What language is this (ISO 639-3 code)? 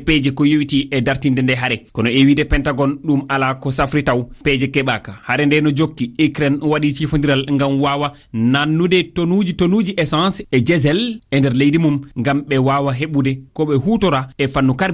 ful